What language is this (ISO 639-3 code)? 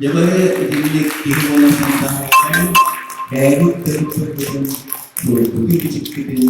sah